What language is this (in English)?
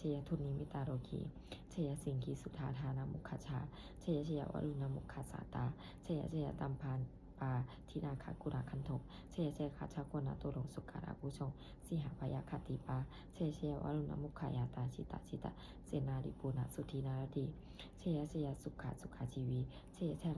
Pali